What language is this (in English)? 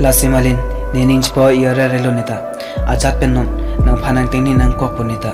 Karbi